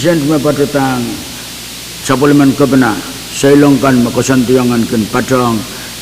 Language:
Pohnpeian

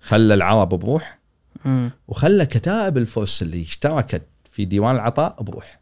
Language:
Gulf Arabic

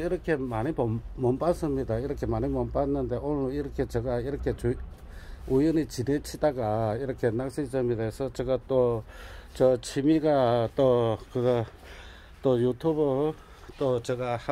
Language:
Korean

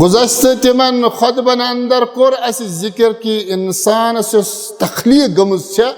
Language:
Kashmiri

